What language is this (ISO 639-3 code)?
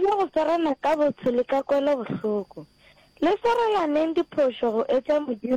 nso